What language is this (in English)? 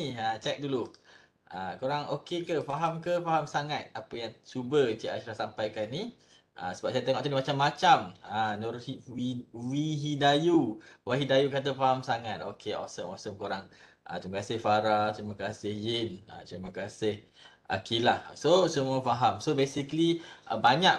Malay